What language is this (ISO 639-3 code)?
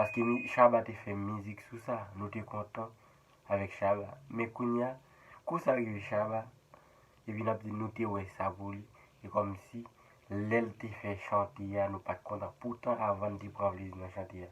hat